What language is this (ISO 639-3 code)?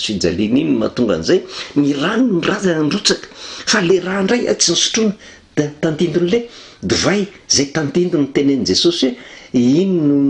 mlg